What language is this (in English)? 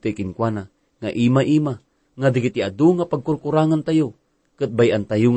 Iloko